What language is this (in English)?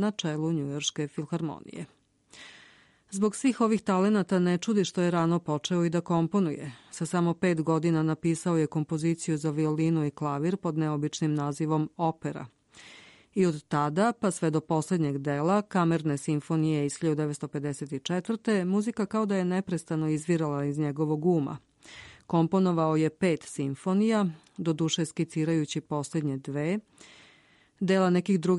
Serbian